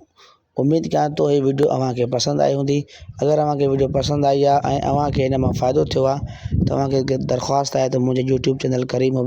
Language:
Sindhi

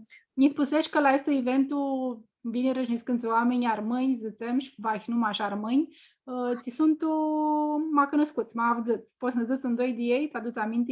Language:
Aromanian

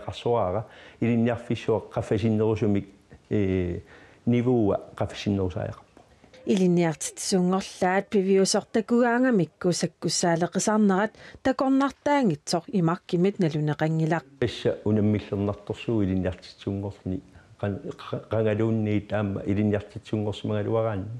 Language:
Kalaallisut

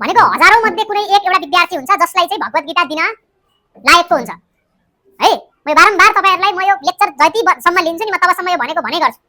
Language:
Nepali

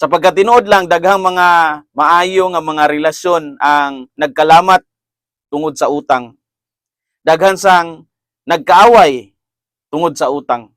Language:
Cebuano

